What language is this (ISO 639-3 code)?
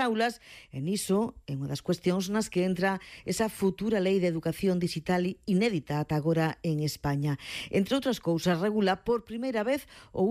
glg